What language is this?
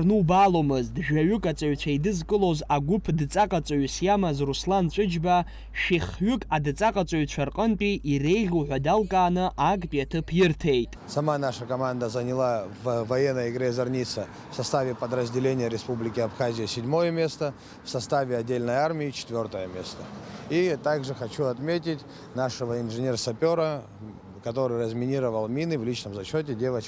Abkhazian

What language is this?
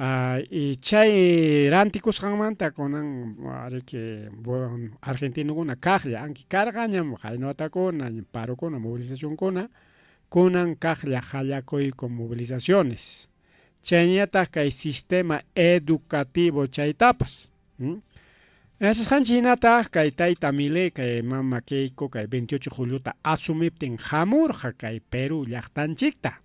Ayacucho Quechua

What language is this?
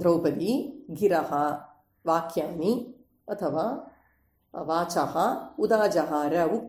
Sanskrit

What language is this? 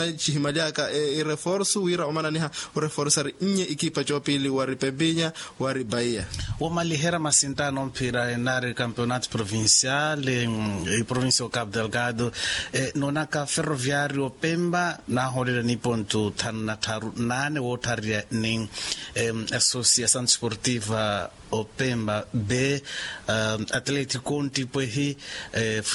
Makhuwa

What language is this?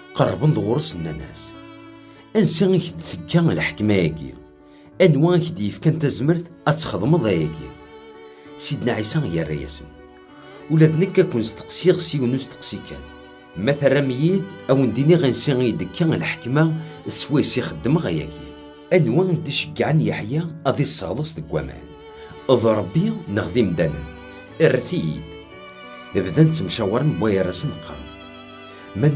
Kabyle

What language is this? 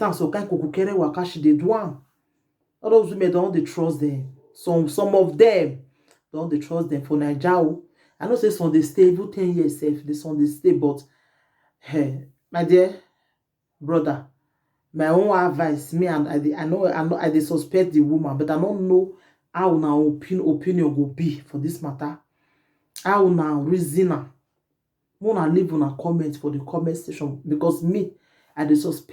Nigerian Pidgin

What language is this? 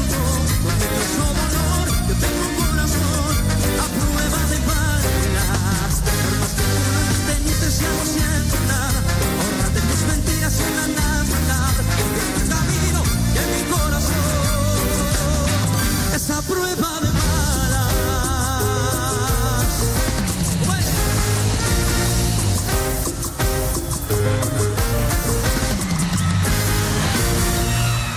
Spanish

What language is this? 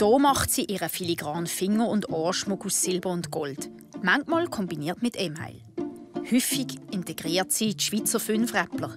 Swiss German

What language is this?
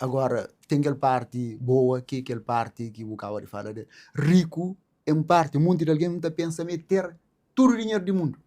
Kabuverdianu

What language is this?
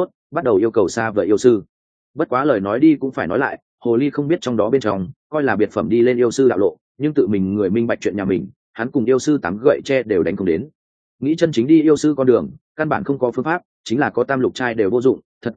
Vietnamese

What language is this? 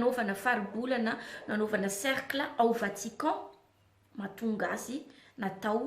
Malagasy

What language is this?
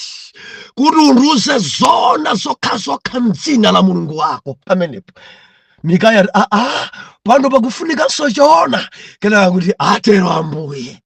Nyanja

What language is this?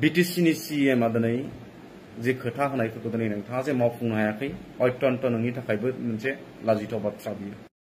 Bodo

